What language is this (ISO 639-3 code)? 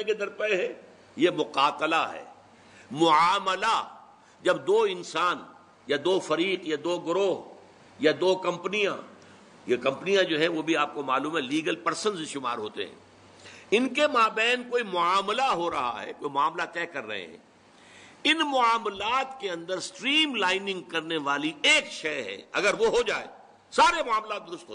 urd